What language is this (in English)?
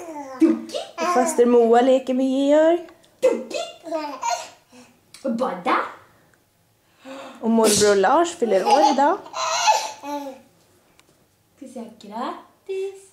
Swedish